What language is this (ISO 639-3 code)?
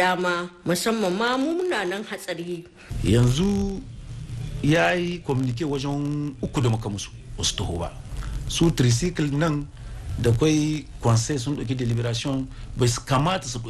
hau